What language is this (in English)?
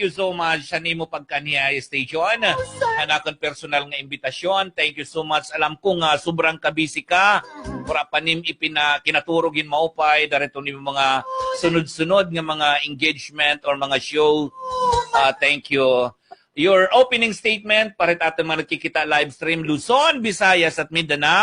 Waray